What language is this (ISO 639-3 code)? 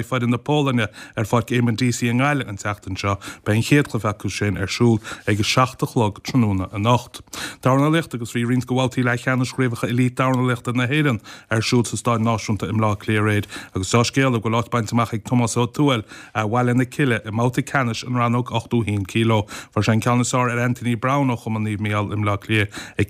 gle